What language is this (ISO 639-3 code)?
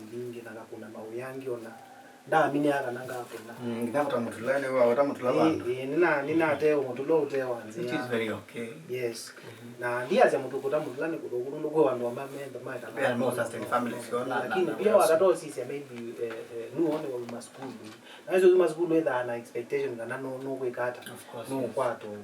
kam